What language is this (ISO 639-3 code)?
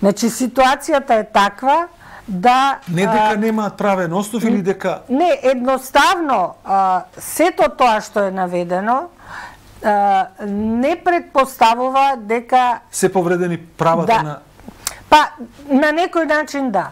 mkd